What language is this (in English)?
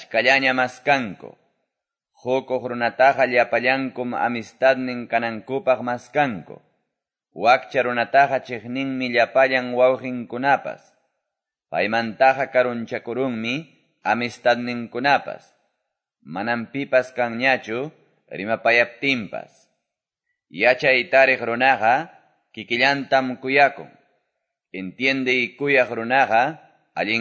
Quechua